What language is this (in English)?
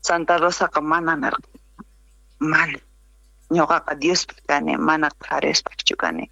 South Bolivian Quechua